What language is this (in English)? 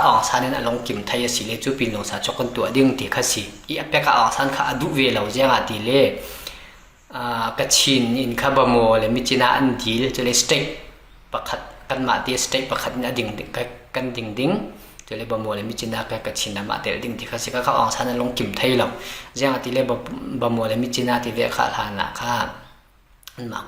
Falam Chin